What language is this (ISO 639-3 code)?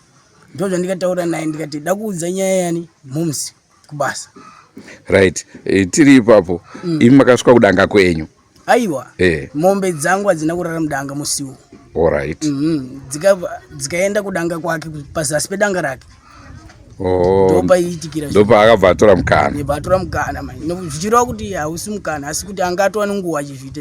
sna